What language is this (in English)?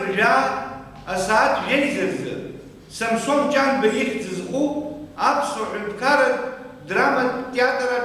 Abkhazian